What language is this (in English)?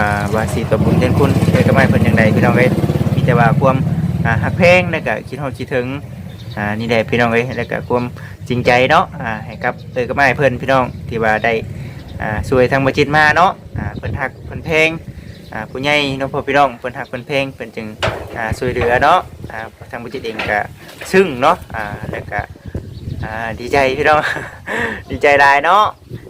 Lao